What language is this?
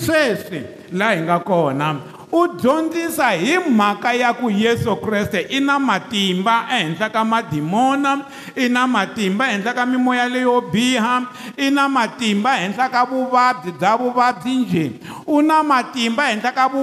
Tsonga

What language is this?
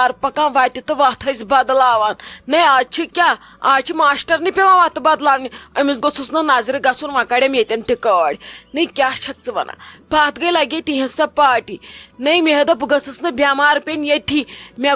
Kashmiri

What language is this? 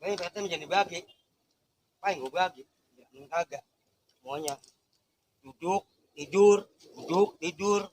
Betawi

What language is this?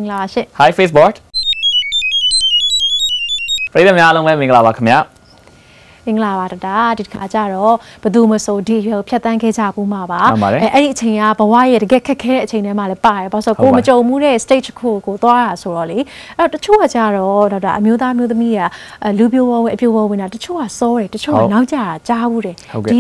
Burmese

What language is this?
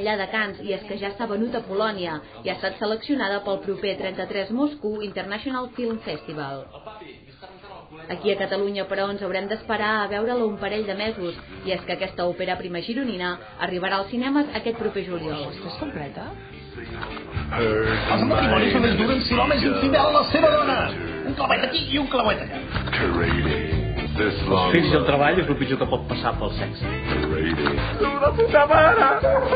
Catalan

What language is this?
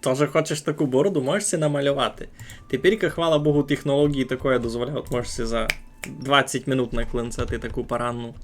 Rusyn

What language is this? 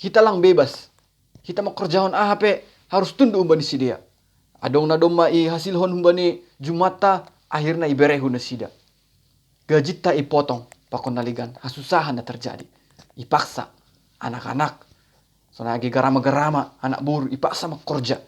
Batak Simalungun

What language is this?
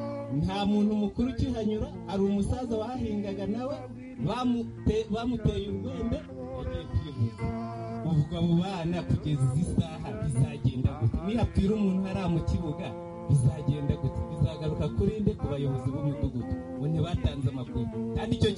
Kinyarwanda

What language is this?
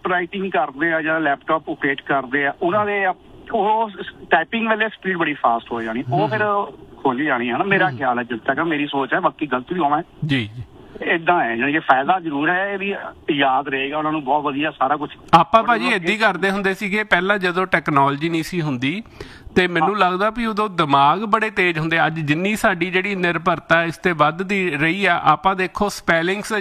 Punjabi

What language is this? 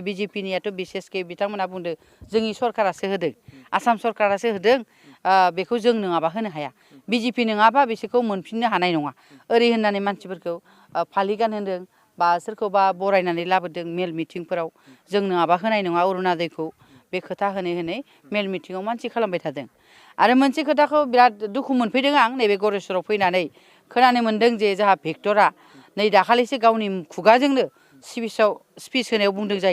Bodo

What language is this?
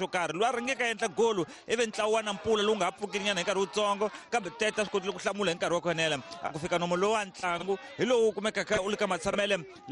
Tsonga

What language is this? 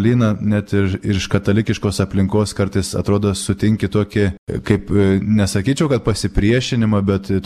Lithuanian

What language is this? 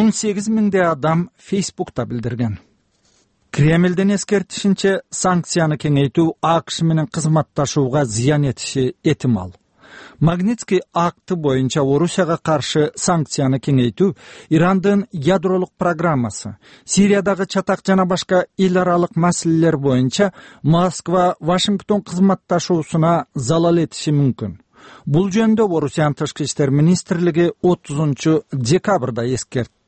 Kyrgyz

